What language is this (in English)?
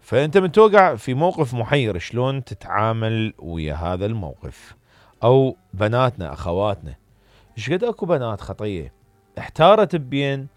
Mesopotamian Arabic